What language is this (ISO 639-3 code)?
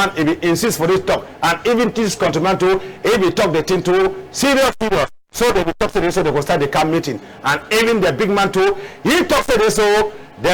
wes